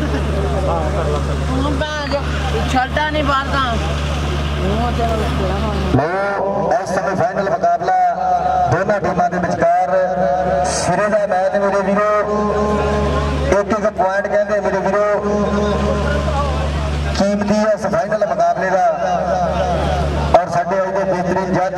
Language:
Punjabi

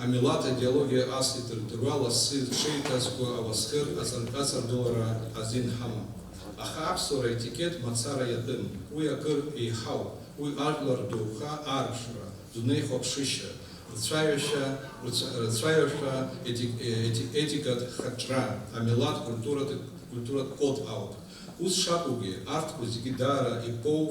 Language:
Abkhazian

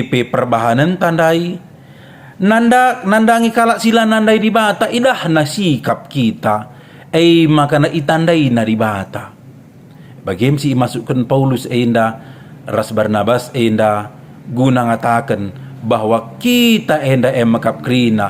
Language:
Batak Karo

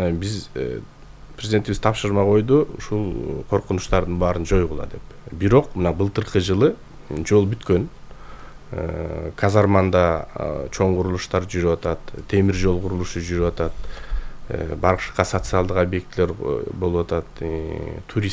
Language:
Kyrgyz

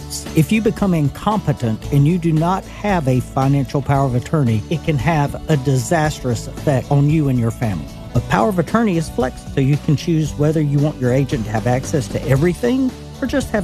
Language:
English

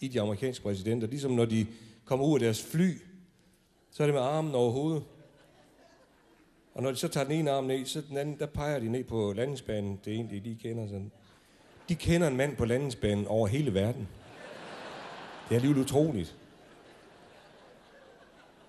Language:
Danish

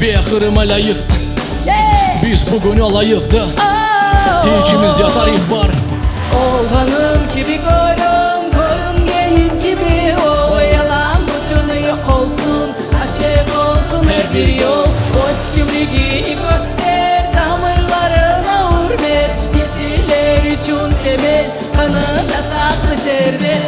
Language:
Crimean Tatar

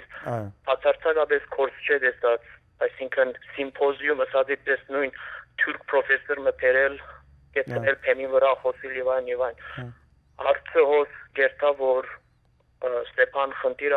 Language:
Western Armenian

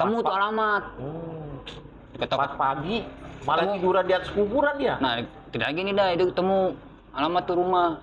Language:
Betawi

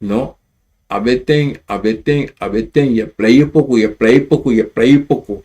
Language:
Sranan Tongo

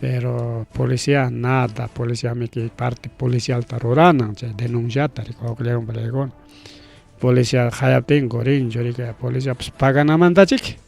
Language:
Ayacucho Quechua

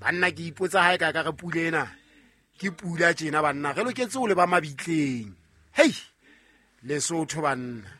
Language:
Southern Sotho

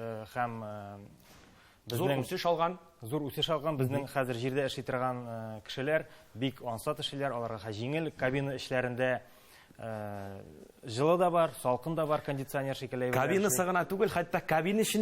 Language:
Tatar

